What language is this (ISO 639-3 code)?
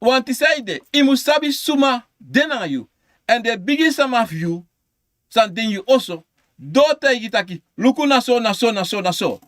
srn